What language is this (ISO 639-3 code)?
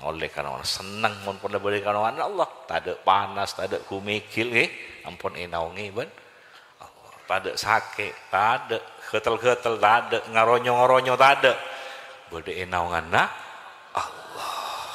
mad